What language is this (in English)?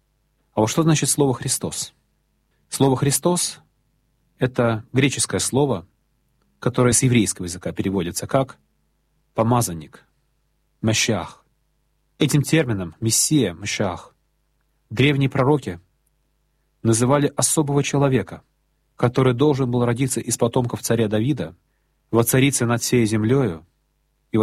Russian